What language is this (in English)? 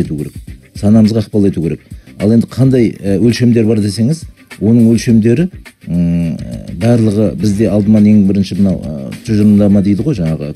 Kazakh